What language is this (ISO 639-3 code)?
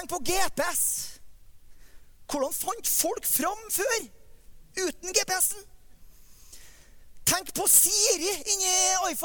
nor